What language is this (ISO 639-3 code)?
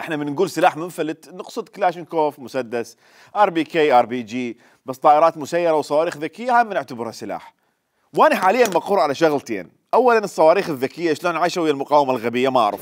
acm